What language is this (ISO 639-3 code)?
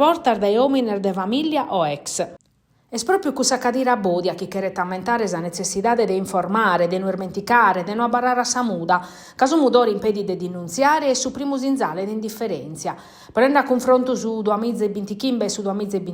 srd